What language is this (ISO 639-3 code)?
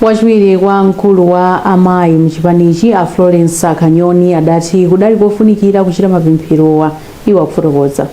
nya